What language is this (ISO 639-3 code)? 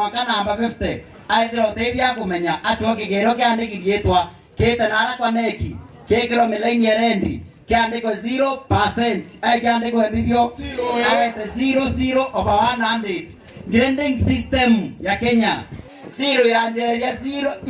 mer